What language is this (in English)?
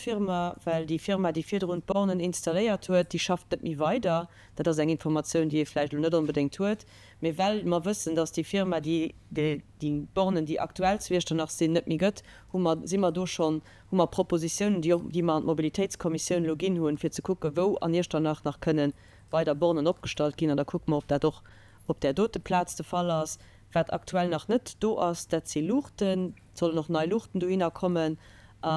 Luxembourgish